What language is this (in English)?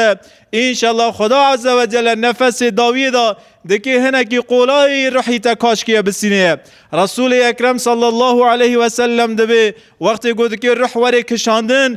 Kurdish